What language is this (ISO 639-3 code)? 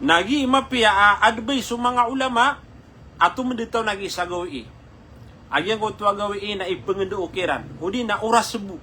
mrw